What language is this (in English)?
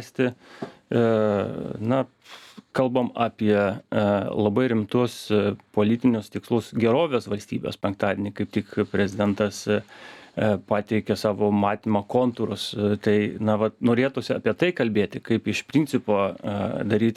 Lithuanian